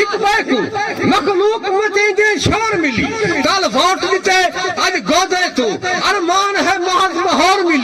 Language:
Saraiki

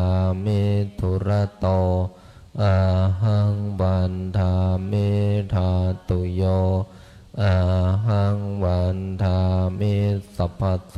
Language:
Pali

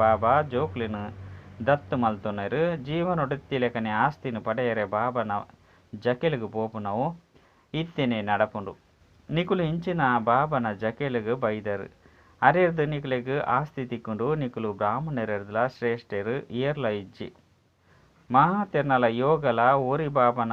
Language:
Tulu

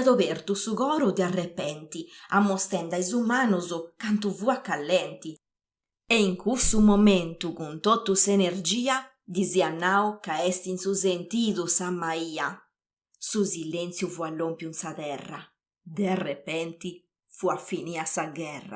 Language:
Sardinian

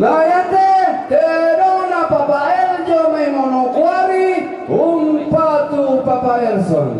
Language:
Toraja-Sa'dan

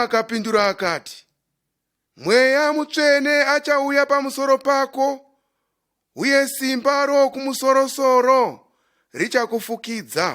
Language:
Shona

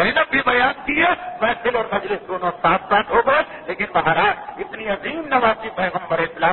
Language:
Urdu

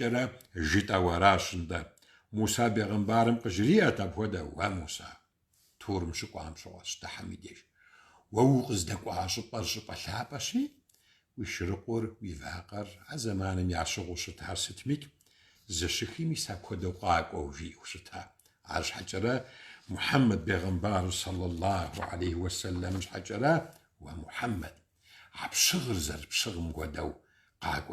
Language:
Kabardian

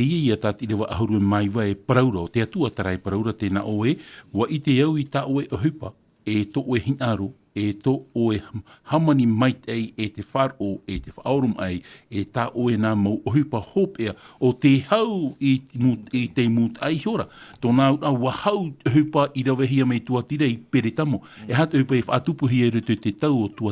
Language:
Tahitian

